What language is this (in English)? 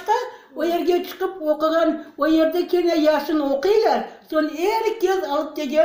Crimean Tatar